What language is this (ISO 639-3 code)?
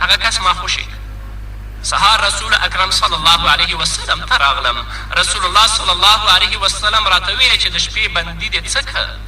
pus